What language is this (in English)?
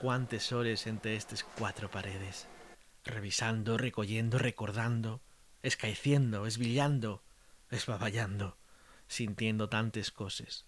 Asturian